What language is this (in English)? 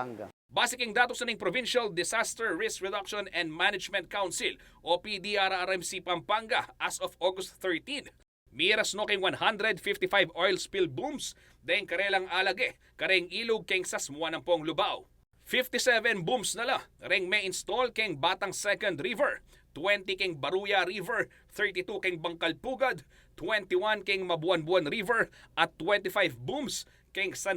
Pampanga